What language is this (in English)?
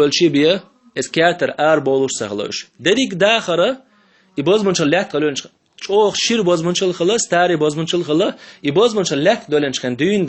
Chechen